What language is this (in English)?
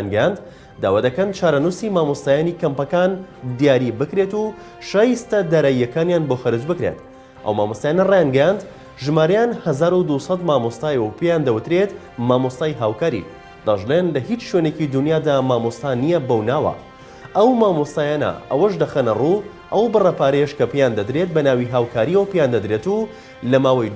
Central Kurdish